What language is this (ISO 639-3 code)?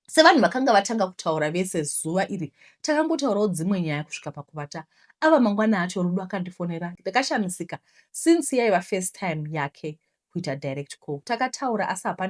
sna